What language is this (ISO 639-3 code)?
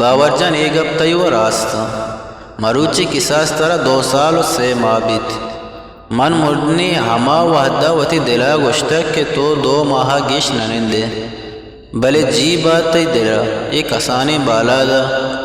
bgp